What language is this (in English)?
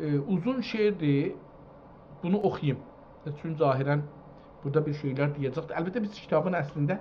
South Azerbaijani